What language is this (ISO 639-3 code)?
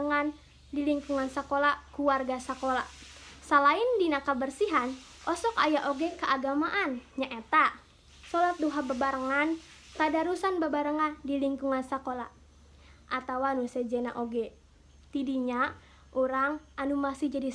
sun